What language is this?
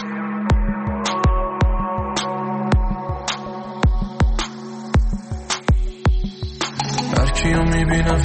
Persian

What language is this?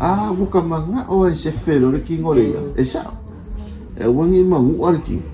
Samoan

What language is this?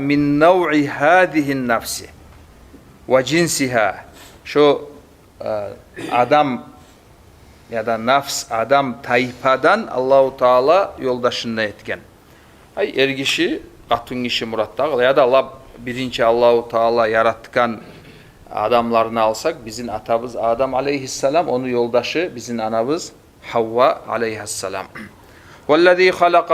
Kumyk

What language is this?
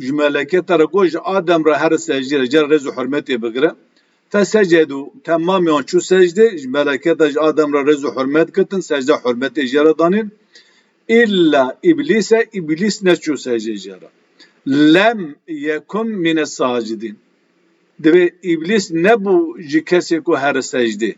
Kurdish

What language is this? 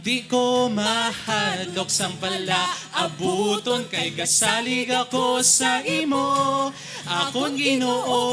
Hiligaynon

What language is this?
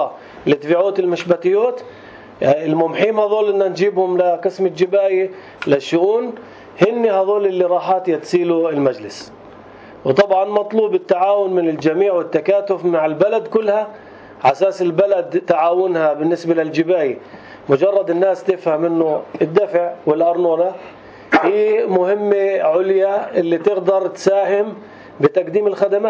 North Levantine Arabic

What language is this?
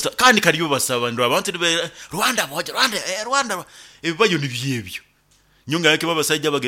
Nyoro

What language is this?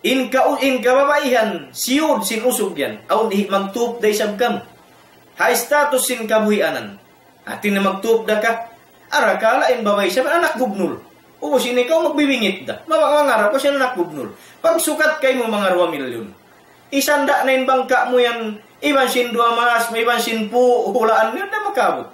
Tausug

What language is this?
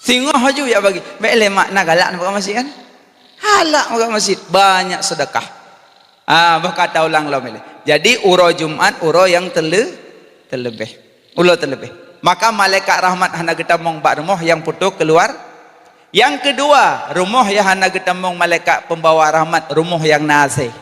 Achinese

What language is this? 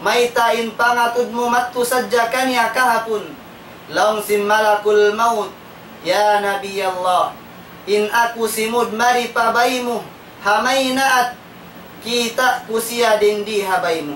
Tausug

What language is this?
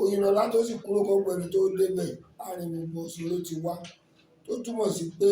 Yoruba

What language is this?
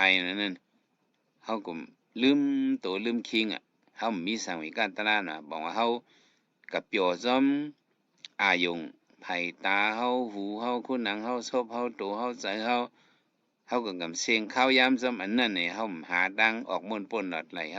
Shan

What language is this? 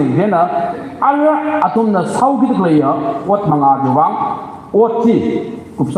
Tangkhul Naga (India)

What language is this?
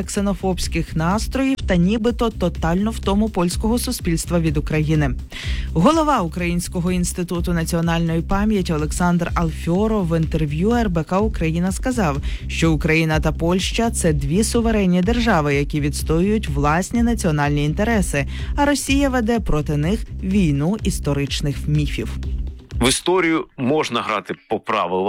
Ukrainian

